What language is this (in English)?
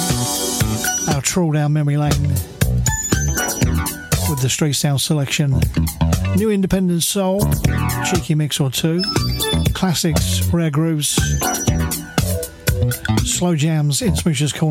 English